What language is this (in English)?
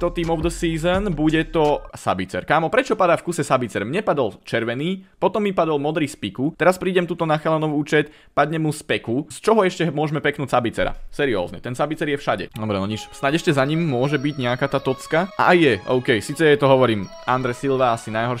Slovak